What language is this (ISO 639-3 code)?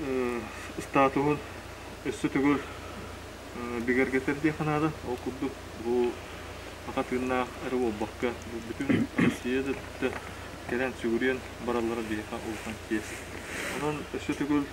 sah